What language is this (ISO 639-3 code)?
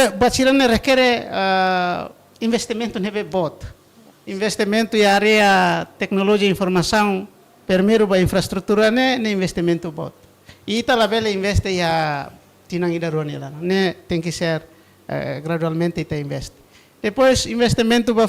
tet